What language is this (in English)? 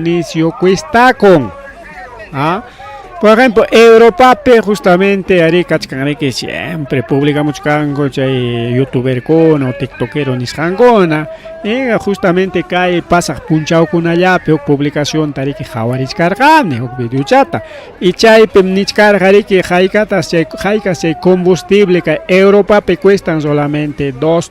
Ayacucho Quechua